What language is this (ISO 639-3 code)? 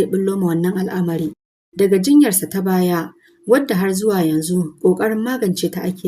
hau